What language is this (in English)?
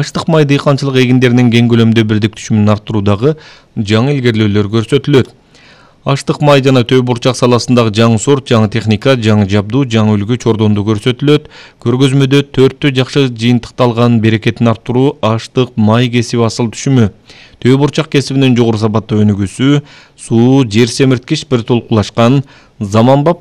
Kyrgyz